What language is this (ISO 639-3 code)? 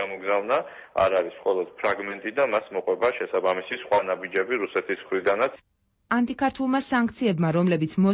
kat